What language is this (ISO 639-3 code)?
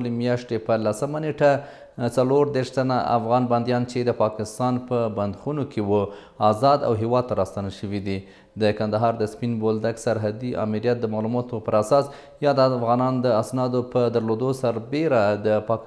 pus